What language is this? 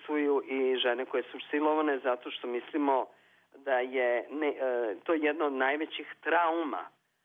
Serbian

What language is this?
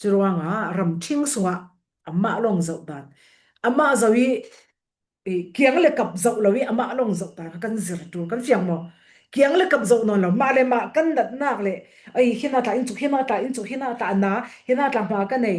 Falam Chin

